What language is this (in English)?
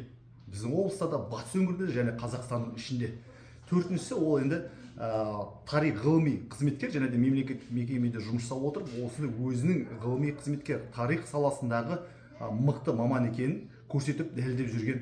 Kazakh